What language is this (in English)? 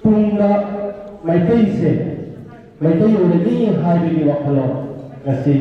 Manipuri